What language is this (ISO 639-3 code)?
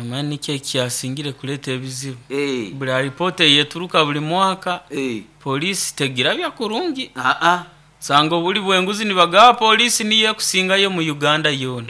nyn